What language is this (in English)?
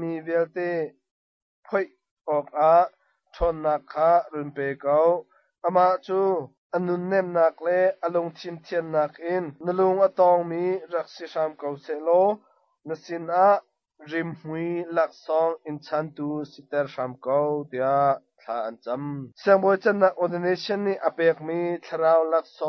Hakha Chin